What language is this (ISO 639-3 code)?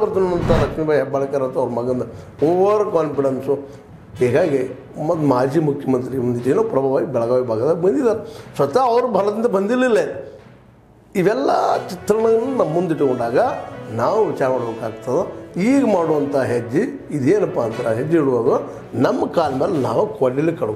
kan